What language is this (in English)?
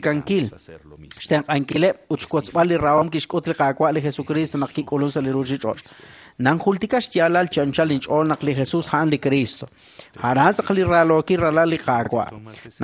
Kekchí